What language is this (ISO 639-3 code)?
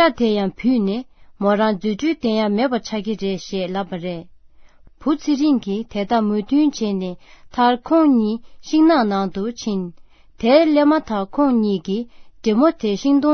bod